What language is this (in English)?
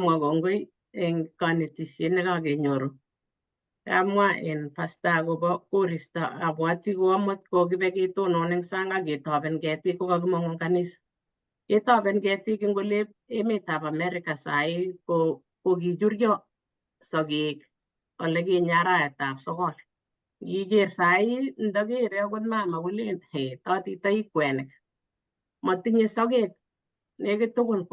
Kalenjin